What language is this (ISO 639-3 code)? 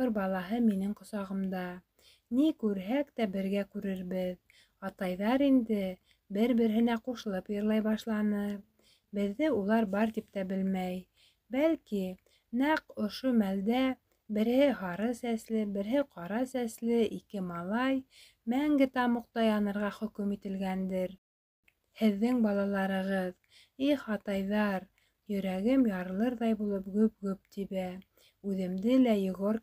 bak